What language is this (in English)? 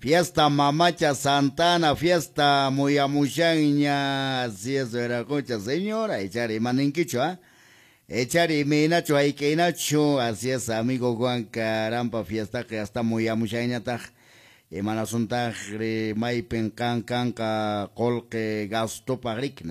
Quechua